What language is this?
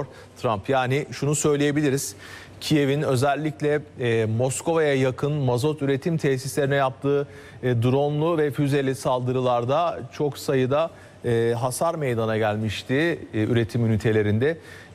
Turkish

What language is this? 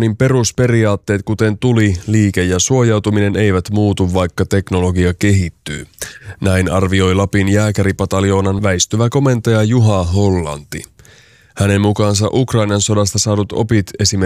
Finnish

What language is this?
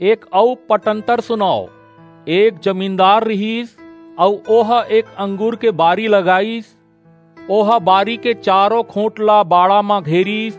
Chhattisgarhi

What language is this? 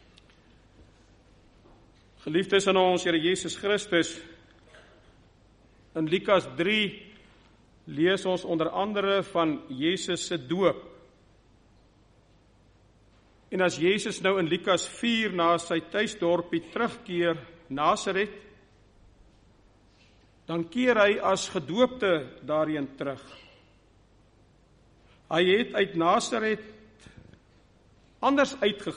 Afrikaans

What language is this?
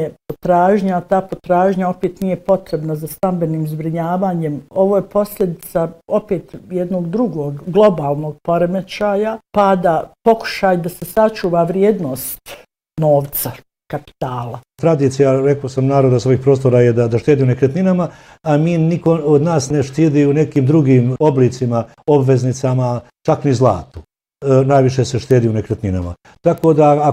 Bosnian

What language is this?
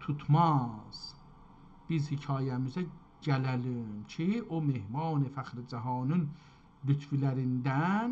South Azerbaijani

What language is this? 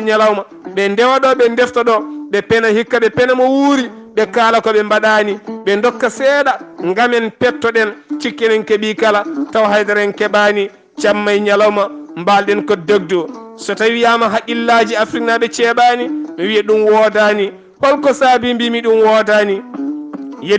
Fula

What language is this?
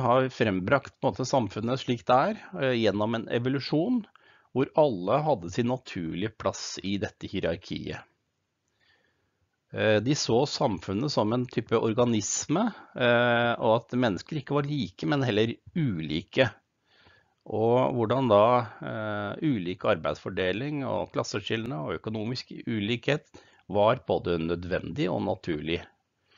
Norwegian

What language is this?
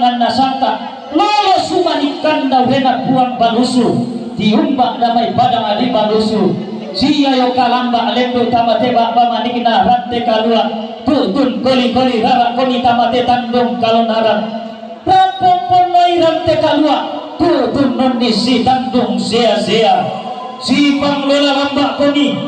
Toraja-Sa'dan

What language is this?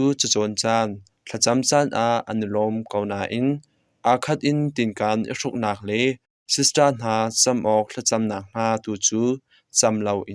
Hakha Chin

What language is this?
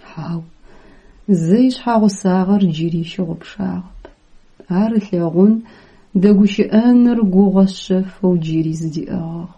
Adyghe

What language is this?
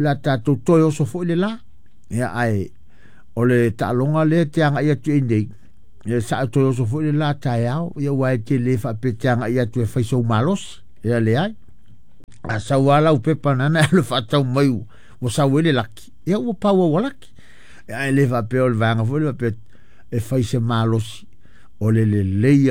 Samoan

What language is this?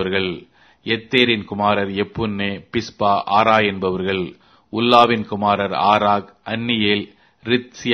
Tamil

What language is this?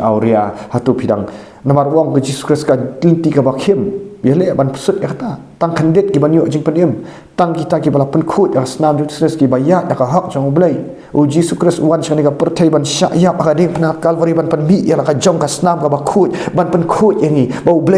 Khasi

